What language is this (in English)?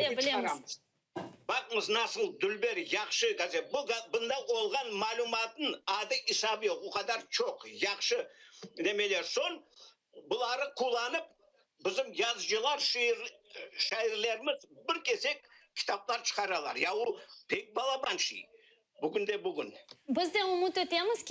Crimean Tatar